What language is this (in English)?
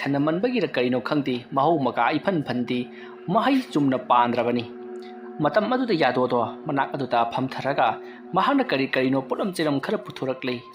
Manipuri